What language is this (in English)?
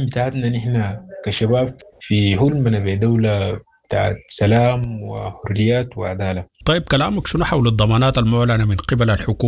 Sudanese Arabic